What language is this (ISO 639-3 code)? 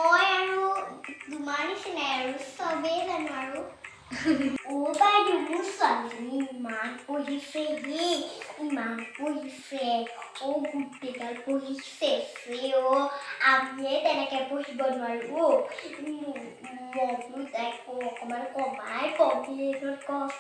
asm